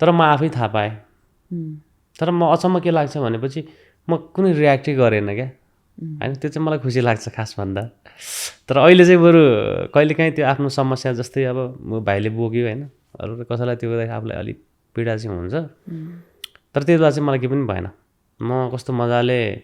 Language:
Nepali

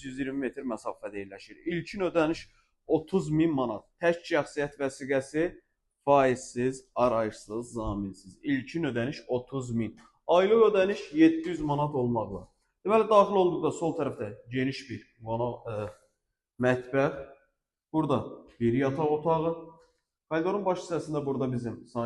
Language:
Azerbaijani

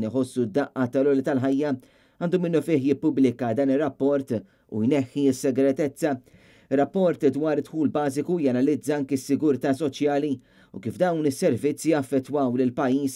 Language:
Maltese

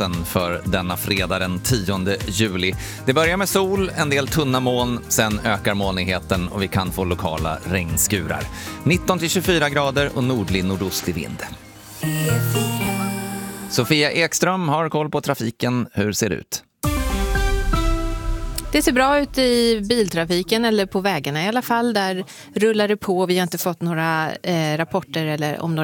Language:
Swedish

